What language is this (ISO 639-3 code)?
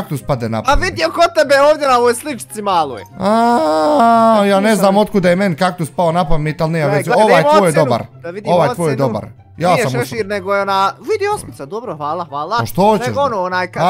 bos